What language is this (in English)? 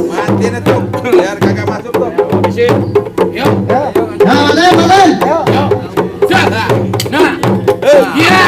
Betawi